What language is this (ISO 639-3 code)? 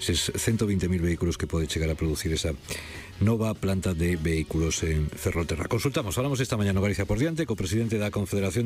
glg